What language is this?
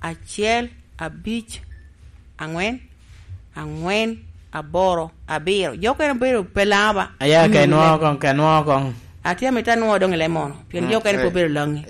Lango (Uganda)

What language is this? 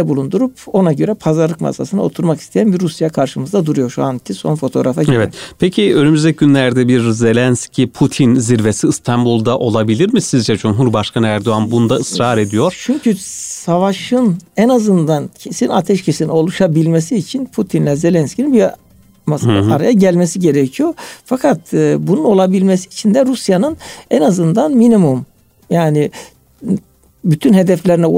Turkish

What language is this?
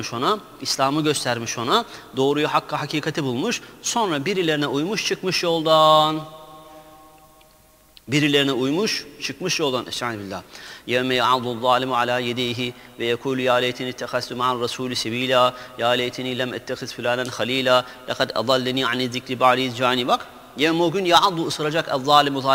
Turkish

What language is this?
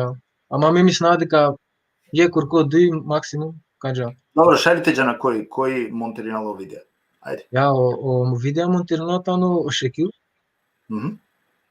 Balkan Romani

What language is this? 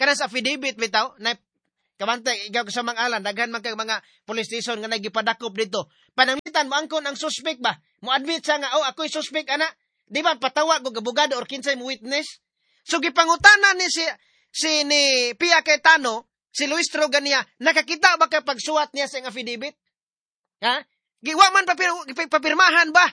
Cebuano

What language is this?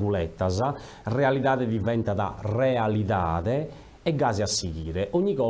Sardinian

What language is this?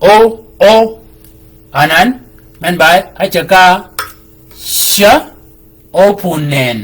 Shilluk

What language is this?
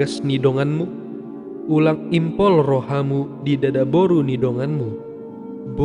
Batak Toba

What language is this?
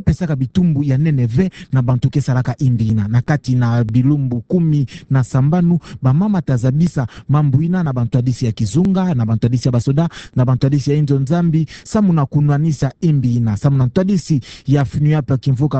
Kituba (Democratic Republic of Congo)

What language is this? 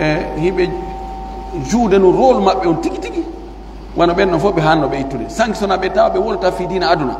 Pular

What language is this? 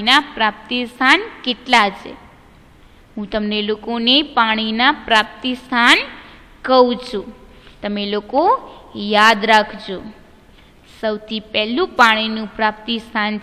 Gujarati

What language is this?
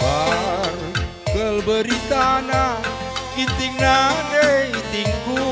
Batak Karo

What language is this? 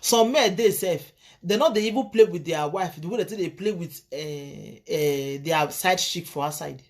Nigerian Pidgin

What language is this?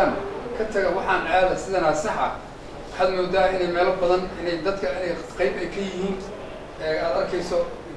Somali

